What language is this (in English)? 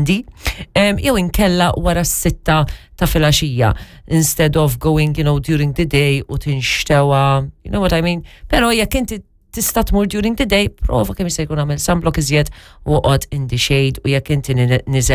Maltese